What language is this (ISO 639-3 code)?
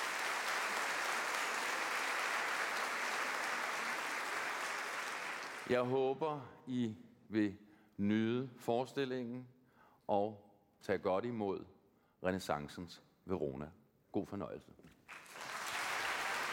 dan